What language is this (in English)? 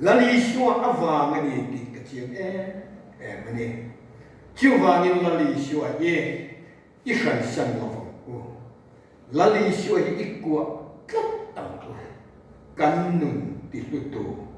Mizo